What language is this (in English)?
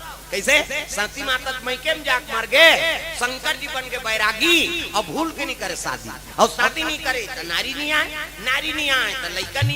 Chhattisgarhi